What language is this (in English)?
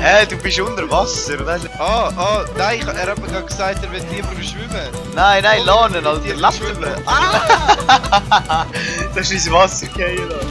Swiss German